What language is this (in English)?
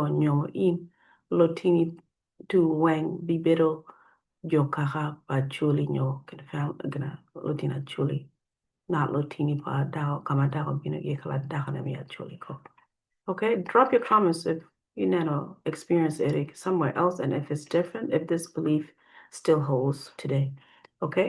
Acoli